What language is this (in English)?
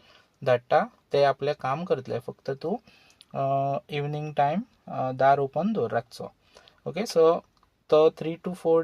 Konkani